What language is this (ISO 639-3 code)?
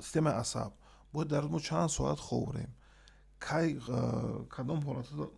tgk